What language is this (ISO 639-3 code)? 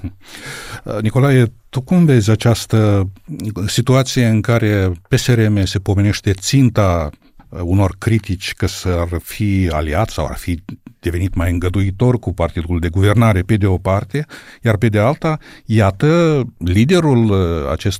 ron